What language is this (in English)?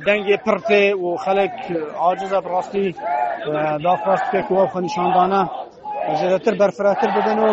Kurdish